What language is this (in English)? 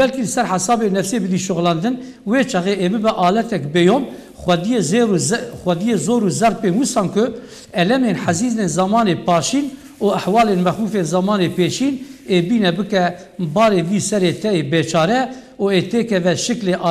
Kurdish